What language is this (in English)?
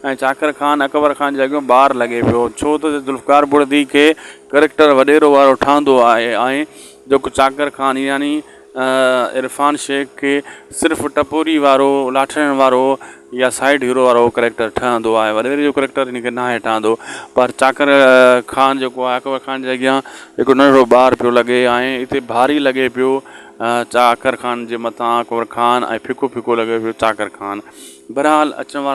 Sindhi